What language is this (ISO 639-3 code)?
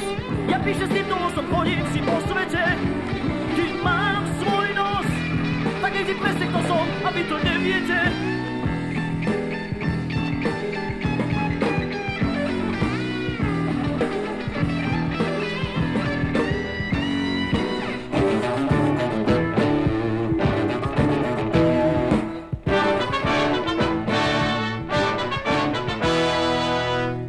slk